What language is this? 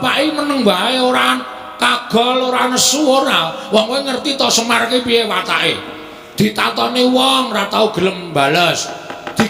Javanese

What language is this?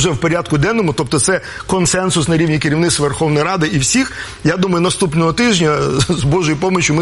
Ukrainian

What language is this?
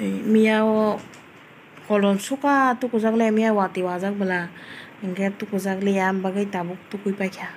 Kok Borok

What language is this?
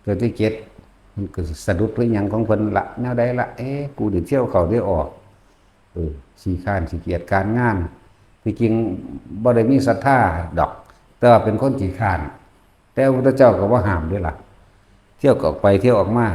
Northeastern Thai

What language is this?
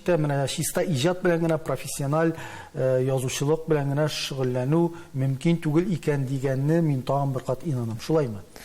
Tatar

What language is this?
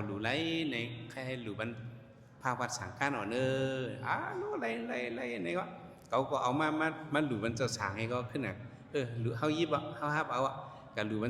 Shan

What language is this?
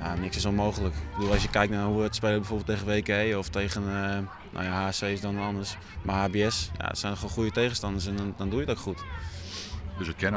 Western Frisian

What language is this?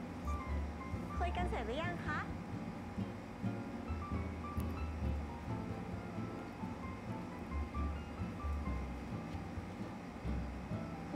Thai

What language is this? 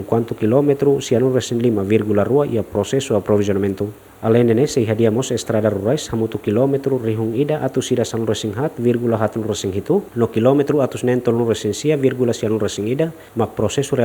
Tetum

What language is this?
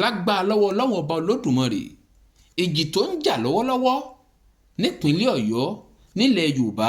Yoruba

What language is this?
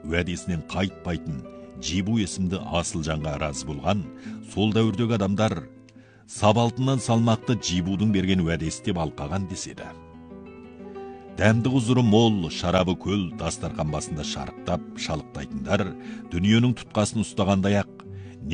Kazakh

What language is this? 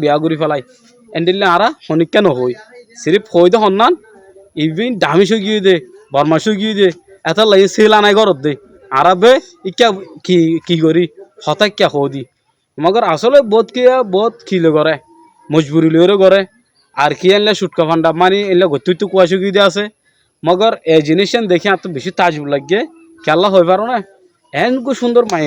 Rohingya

